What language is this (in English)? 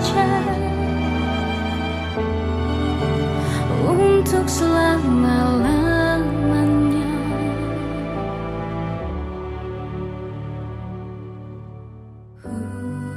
Indonesian